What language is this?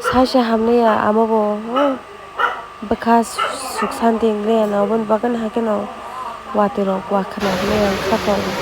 Kok Borok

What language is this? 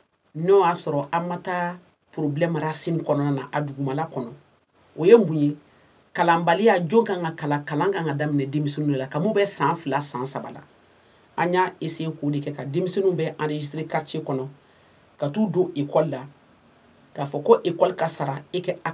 Bambara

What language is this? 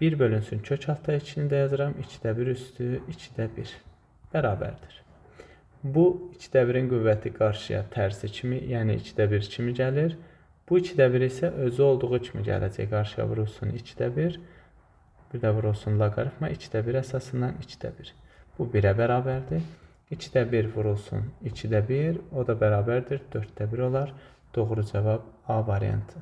Azerbaijani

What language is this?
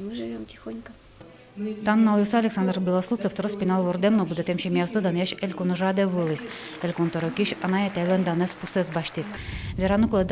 Udmurt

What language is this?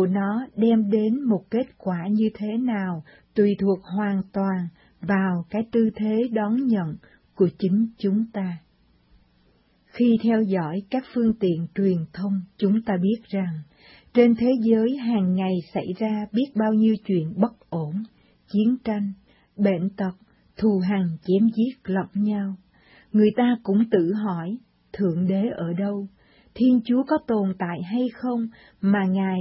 Vietnamese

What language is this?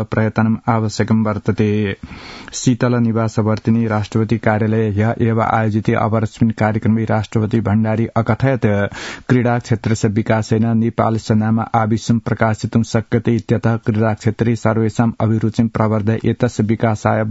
Sanskrit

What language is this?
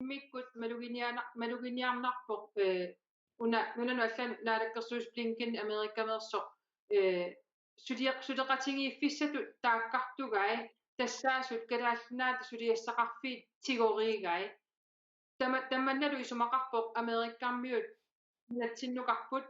Kalaallisut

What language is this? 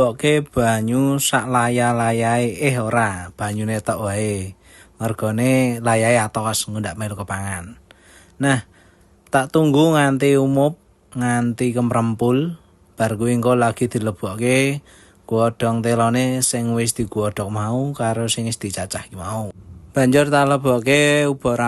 Javanese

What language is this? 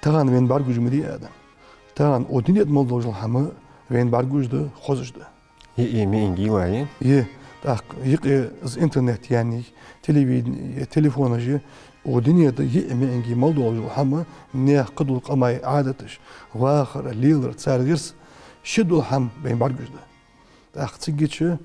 Ingush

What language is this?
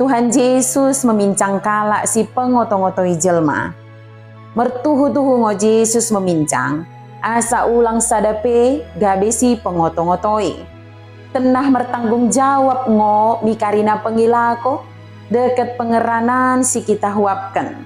Batak Dairi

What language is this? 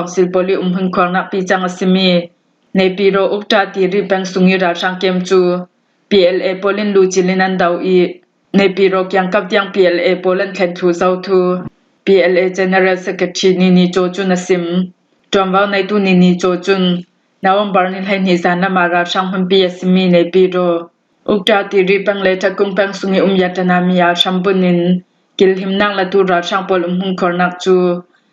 Falam Chin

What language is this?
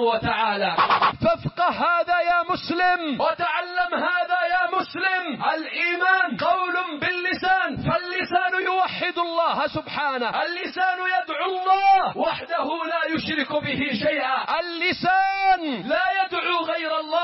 Arabic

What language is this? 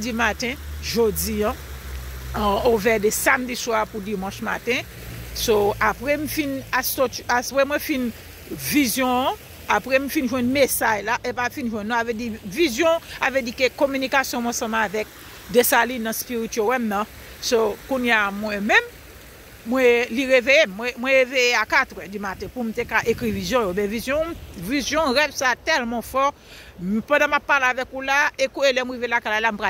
Haitian Creole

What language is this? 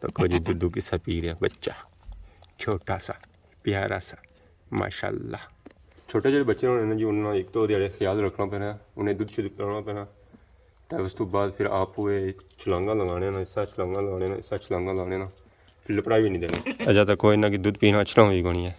Pahari-Potwari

